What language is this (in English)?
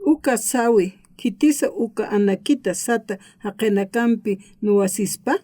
Aymara